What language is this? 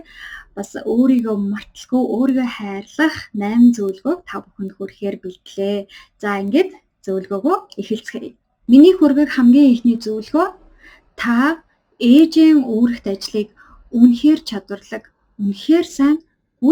Mongolian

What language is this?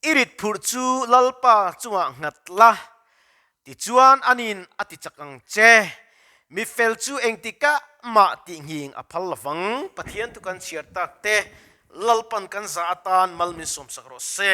Mizo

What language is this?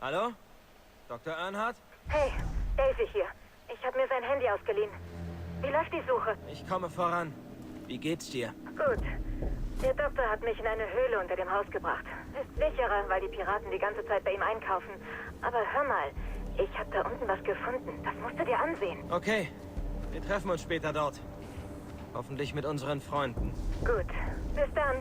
Swiss German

